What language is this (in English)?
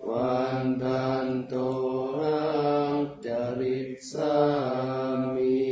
Pali